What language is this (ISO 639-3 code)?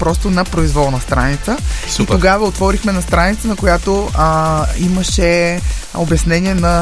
bul